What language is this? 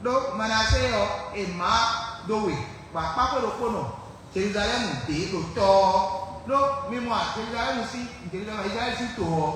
Fon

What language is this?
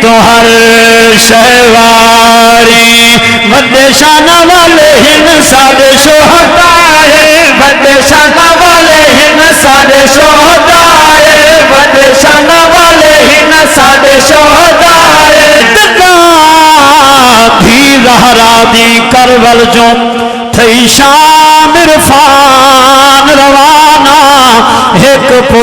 Saraiki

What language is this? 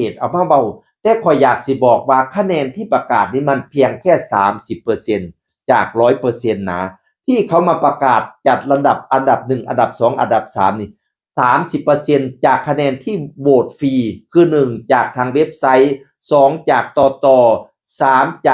Northeastern Thai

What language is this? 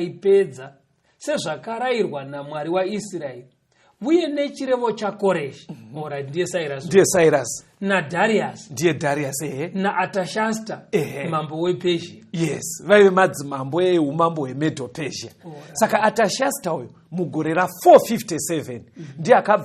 Shona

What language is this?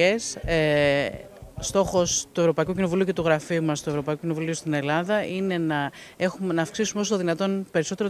Greek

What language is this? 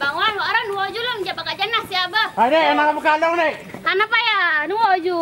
Achinese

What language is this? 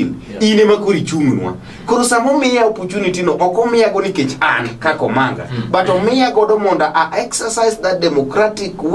Luo (Kenya and Tanzania)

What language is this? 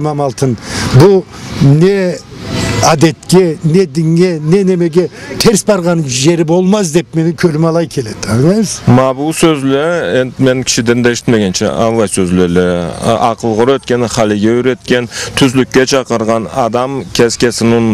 Karachay-Balkar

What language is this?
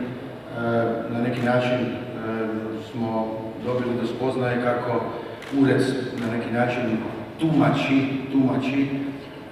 Croatian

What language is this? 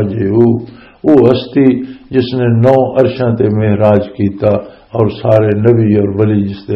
Western Panjabi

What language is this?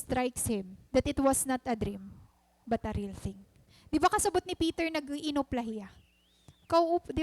Waray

